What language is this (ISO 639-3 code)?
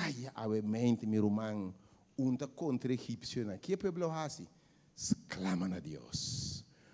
pap